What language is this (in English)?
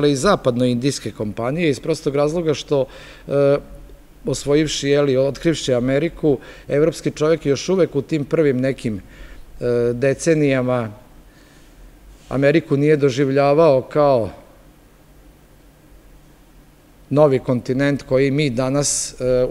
Serbian